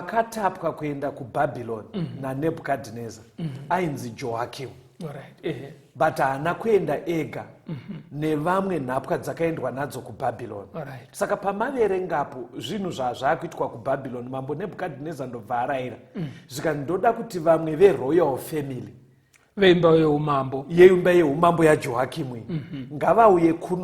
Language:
Shona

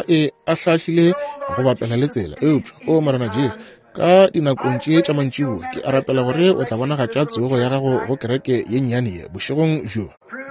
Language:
Northern Sotho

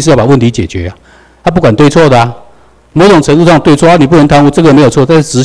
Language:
Chinese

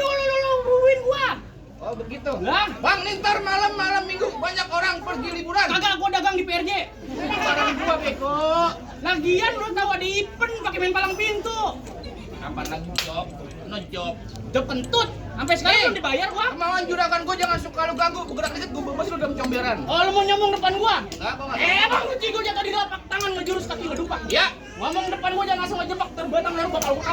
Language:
Betawi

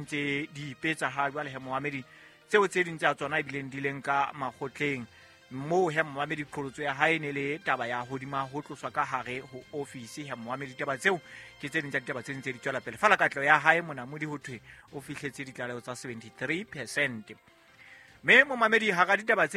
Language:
Southern Sotho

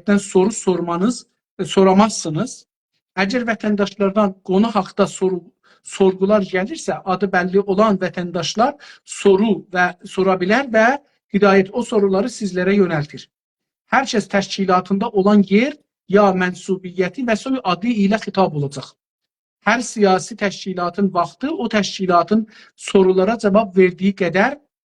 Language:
South Azerbaijani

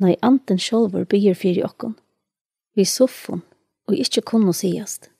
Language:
Faroese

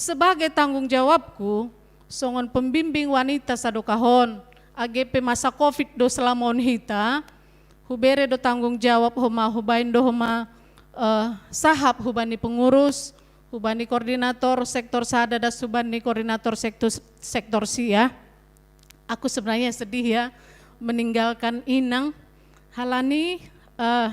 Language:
Batak Simalungun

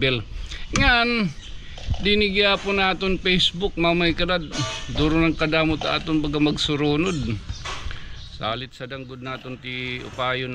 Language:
Waray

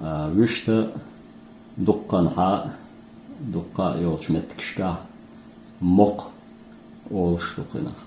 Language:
Chechen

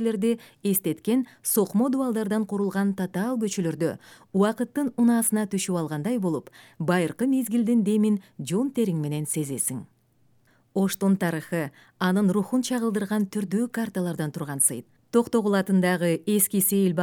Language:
Kyrgyz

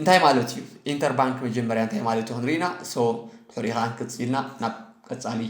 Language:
Tigrinya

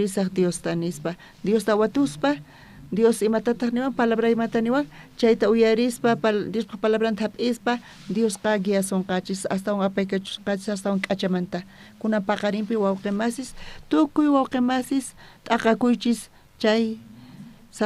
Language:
South Bolivian Quechua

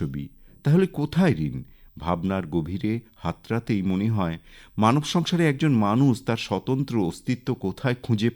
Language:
Bangla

